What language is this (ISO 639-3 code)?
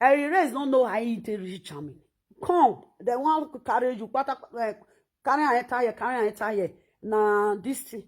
pcm